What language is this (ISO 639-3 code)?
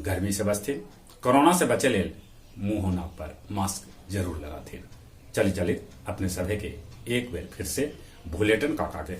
mag